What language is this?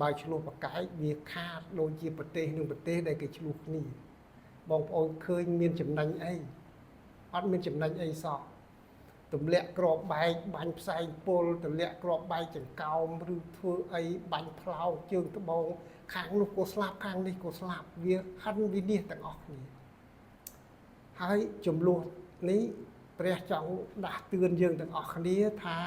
Khmer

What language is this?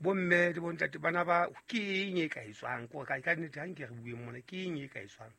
Southern Sotho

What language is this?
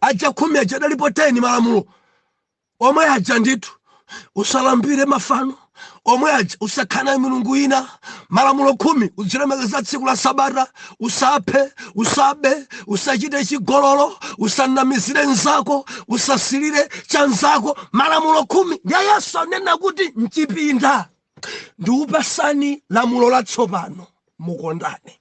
Nyanja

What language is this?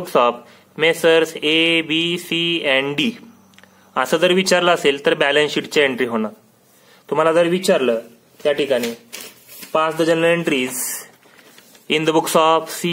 Marathi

